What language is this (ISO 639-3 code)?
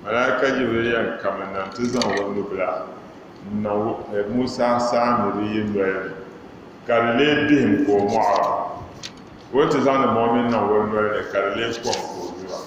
dag